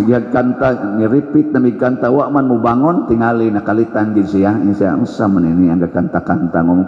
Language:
Cebuano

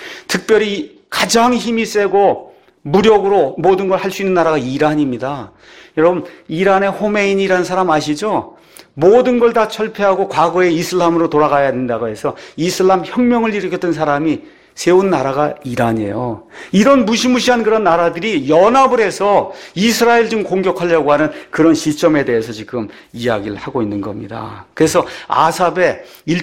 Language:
Korean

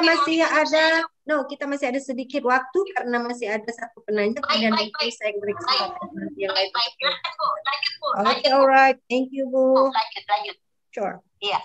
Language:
Indonesian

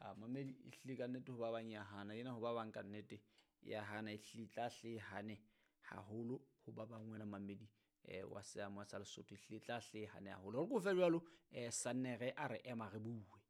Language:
Southern Sotho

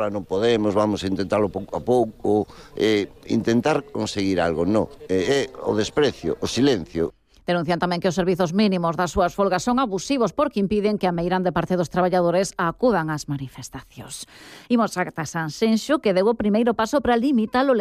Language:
Galician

